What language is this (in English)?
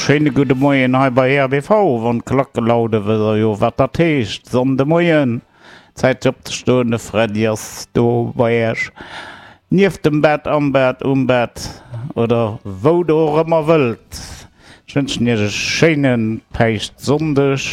Luxembourgish